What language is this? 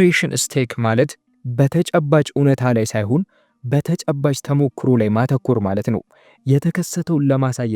Amharic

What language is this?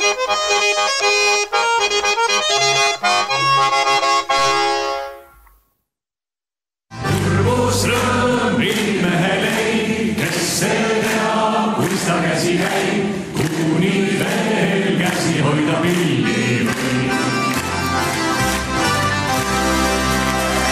Estonian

